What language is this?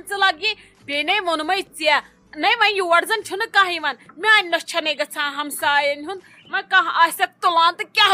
Kashmiri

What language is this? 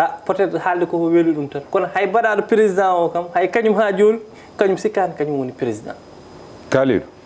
Fula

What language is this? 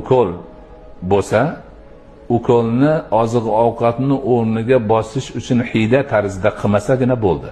Uzbek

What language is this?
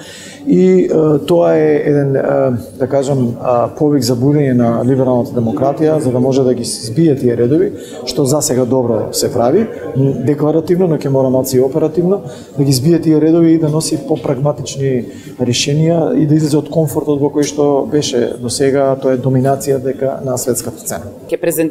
Macedonian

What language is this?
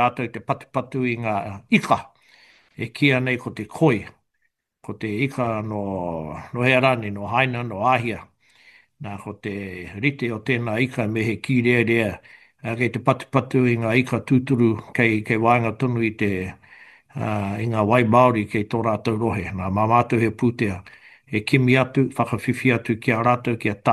Māori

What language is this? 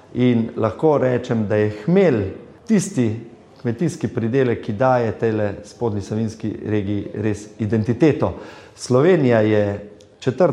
Slovenian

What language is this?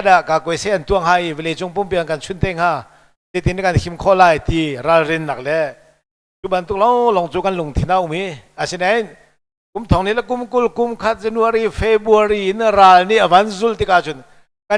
Hakha Chin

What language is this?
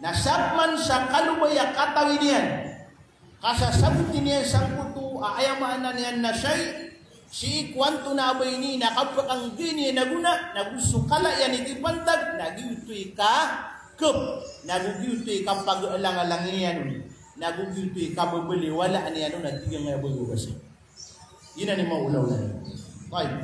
Maranao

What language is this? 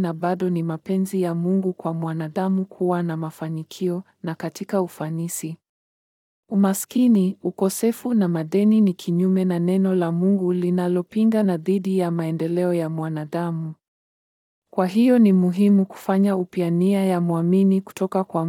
Swahili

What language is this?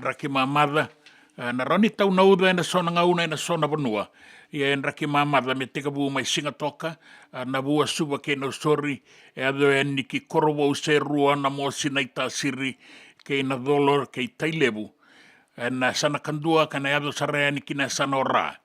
Fijian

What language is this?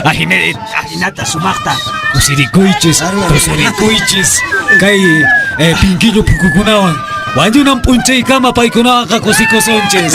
Quechua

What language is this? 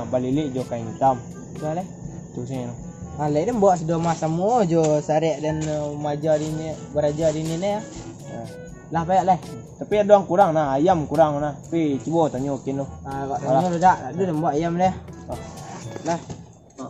Minangkabau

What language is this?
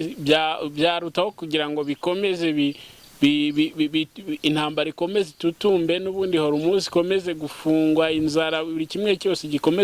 Kinyarwanda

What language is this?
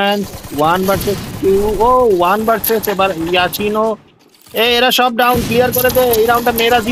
Bangla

